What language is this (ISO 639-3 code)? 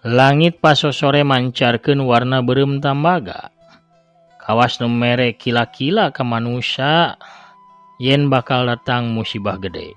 sun